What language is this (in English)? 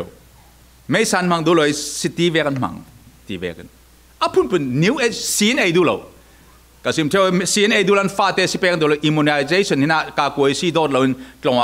Falam Chin